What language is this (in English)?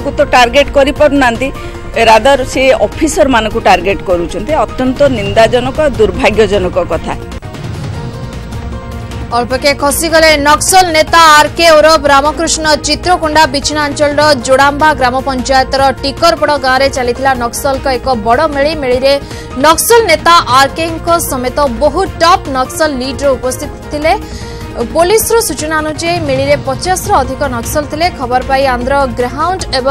Odia